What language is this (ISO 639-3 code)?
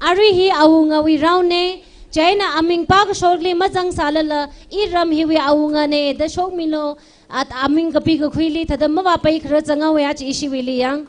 nmf